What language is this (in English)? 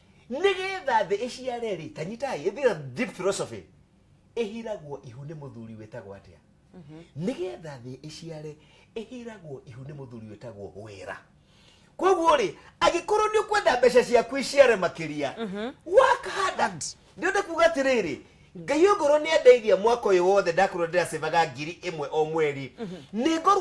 Kikuyu